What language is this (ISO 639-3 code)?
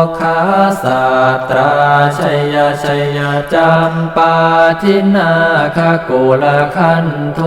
pli